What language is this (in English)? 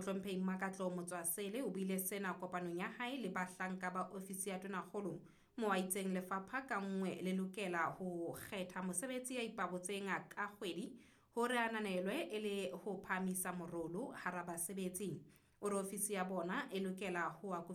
Southern Sotho